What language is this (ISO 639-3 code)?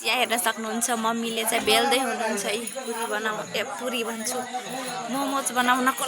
nep